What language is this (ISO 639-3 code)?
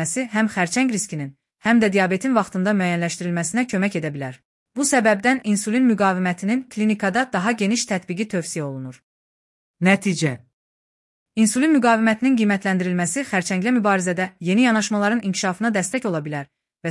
aze